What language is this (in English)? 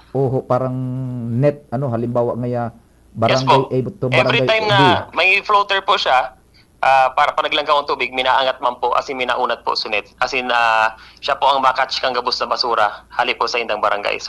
Bikol